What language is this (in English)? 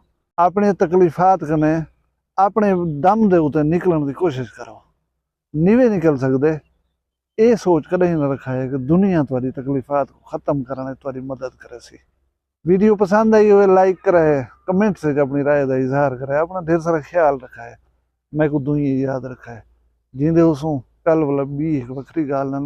Saraiki